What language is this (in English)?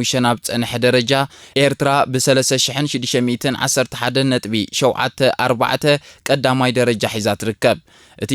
Tigrinya